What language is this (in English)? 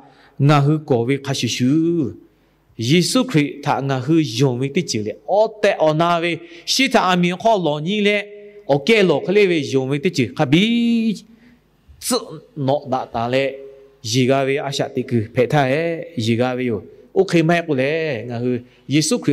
Lahu